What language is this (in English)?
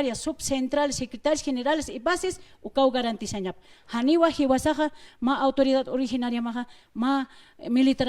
Aymara